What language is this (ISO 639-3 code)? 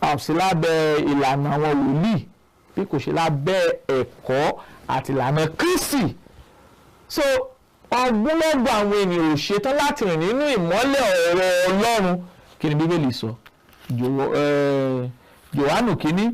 yor